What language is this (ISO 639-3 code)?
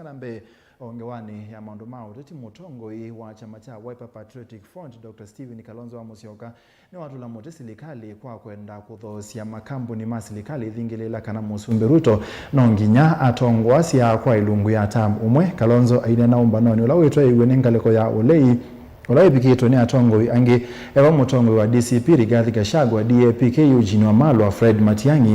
kam